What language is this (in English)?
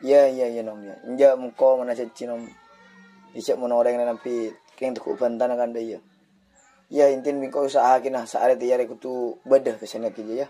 Madurese